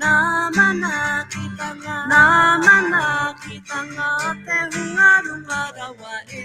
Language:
Māori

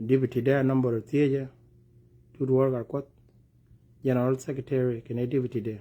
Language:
Nuer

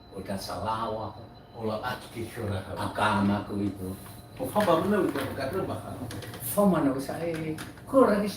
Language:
Nias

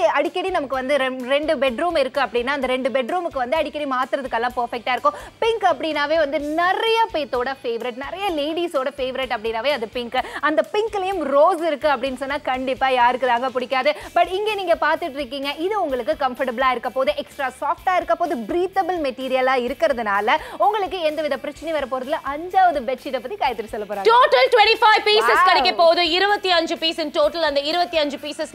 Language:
Tamil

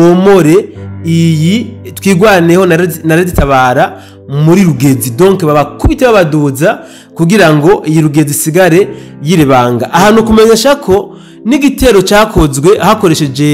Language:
Rundi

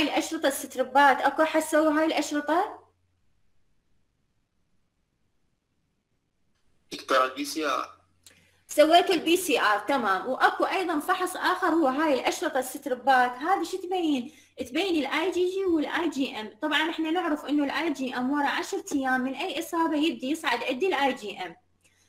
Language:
Mesopotamian Arabic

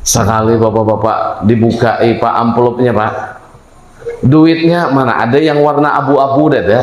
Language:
Banjar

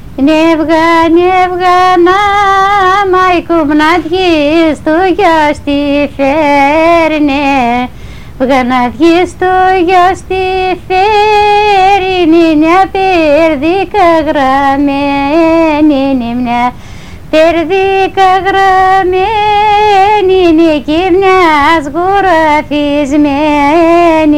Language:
Greek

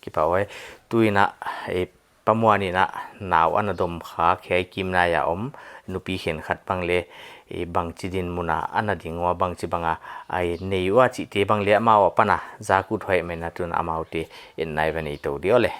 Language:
Paite Chin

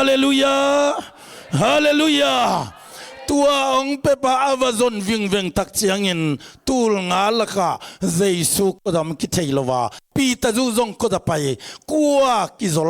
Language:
Tedim Chin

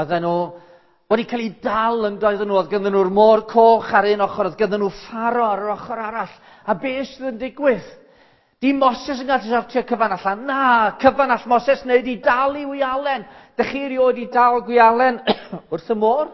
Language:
Welsh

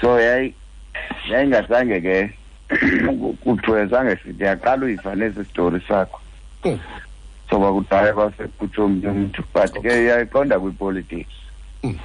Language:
Xhosa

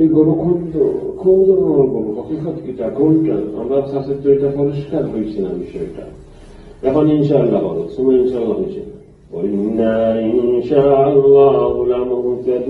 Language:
Sylheti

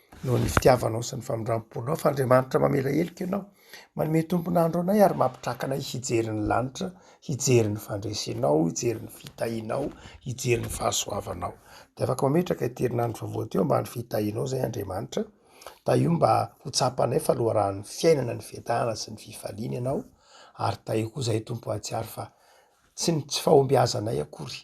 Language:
Malagasy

